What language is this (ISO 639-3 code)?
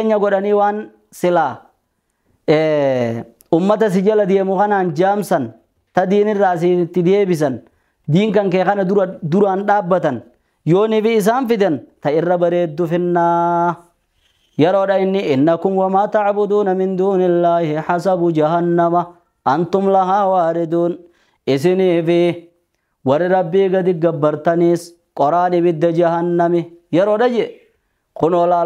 orm